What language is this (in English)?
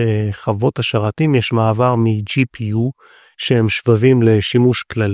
Hebrew